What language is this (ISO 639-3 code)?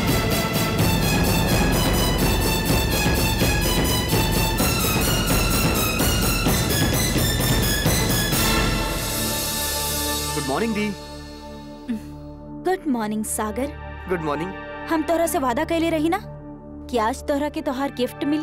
bho